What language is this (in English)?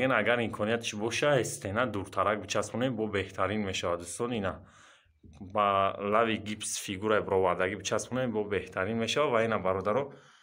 Tajik